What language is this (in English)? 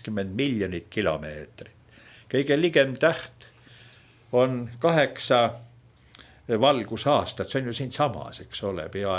Estonian